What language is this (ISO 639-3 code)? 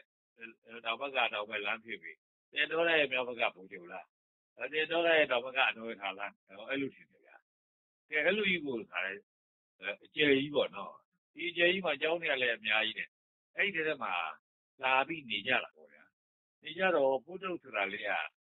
mya